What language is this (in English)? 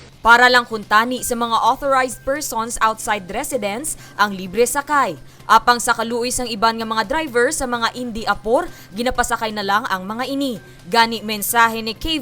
Hiligaynon